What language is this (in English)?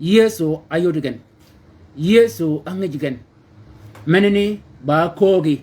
Shilluk